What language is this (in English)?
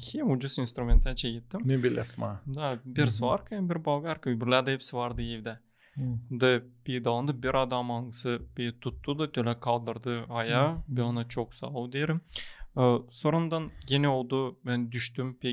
Gagauz